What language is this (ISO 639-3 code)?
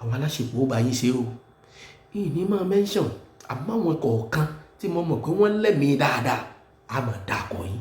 yor